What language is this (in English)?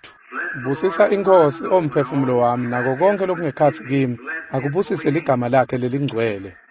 Swati